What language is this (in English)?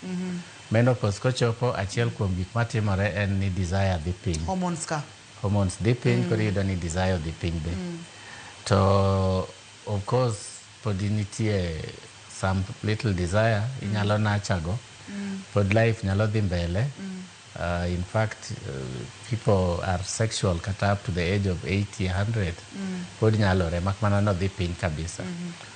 Luo (Kenya and Tanzania)